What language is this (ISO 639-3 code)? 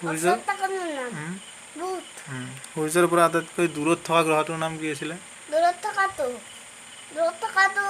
asm